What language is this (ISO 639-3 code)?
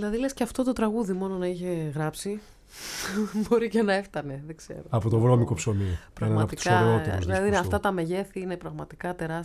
ell